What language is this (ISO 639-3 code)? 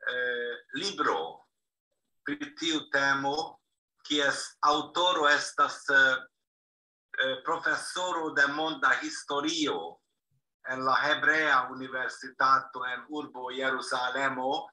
epo